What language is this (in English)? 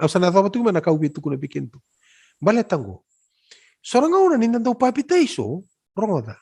Fijian